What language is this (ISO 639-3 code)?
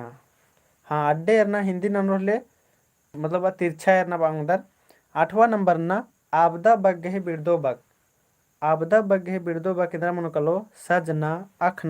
kru